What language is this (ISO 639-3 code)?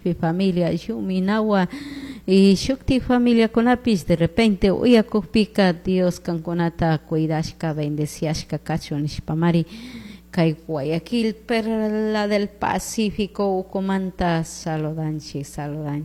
qug